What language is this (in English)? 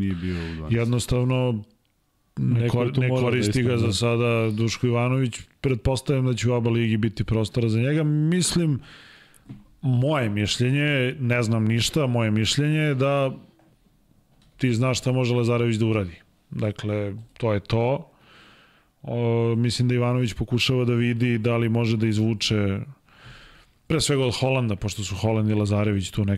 Serbian